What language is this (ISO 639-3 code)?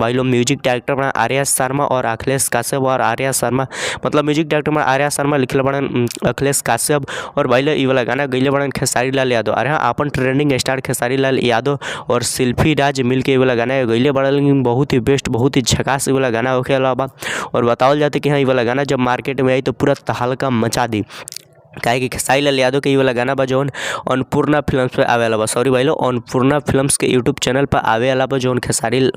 bho